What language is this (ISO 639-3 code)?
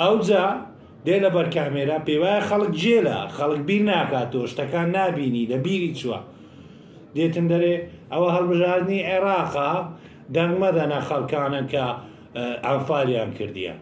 ckb